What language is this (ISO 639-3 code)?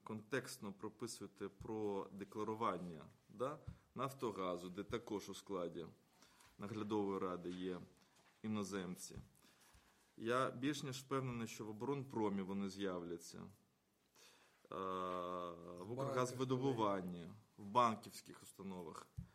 ukr